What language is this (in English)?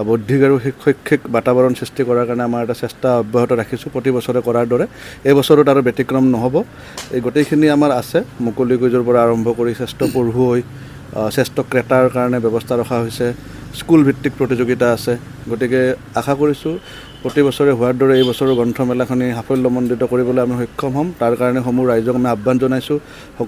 Assamese